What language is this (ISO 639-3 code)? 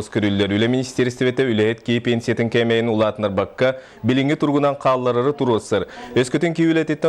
sah